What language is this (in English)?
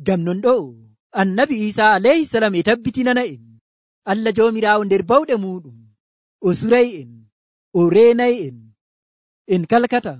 Nigerian Fulfulde